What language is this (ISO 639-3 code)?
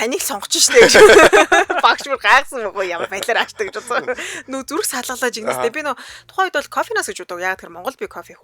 mon